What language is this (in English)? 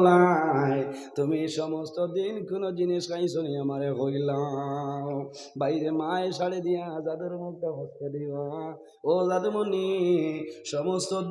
Sylheti